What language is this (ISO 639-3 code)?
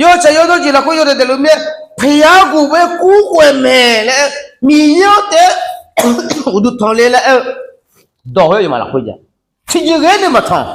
ahk